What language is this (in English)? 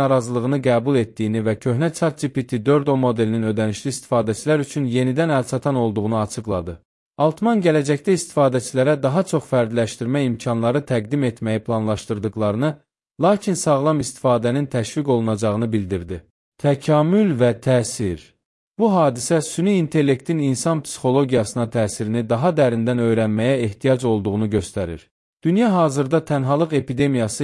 Azerbaijani